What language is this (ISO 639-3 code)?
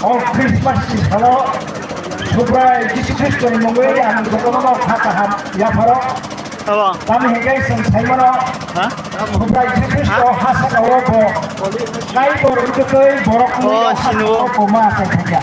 trp